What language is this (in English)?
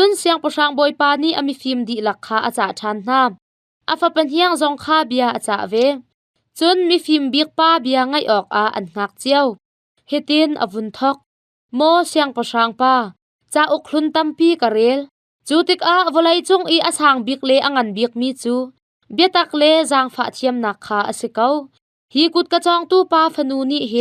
Hakha Chin